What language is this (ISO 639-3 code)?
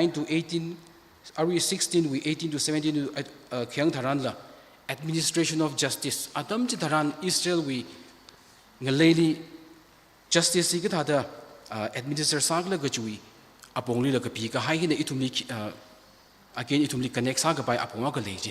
nmf